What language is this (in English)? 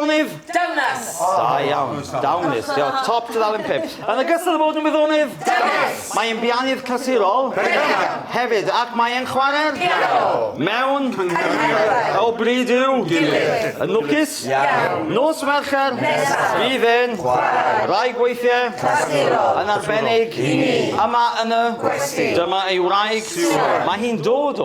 Welsh